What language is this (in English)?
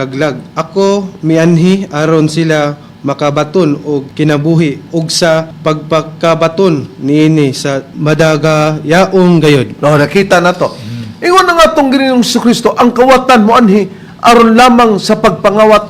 Cebuano